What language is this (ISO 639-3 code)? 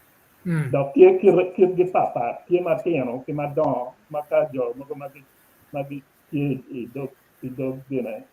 ach